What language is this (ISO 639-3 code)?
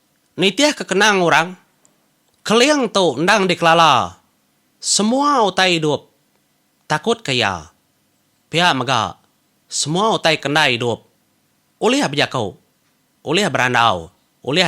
iba